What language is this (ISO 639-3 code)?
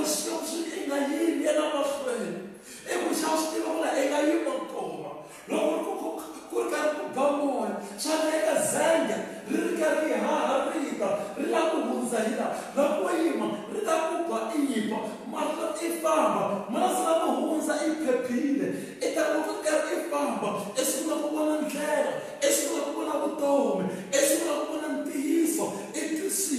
tso